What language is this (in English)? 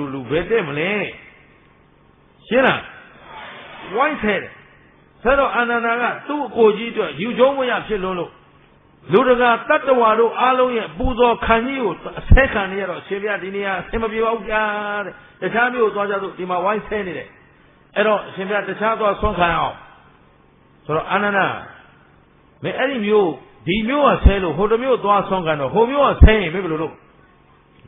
Burmese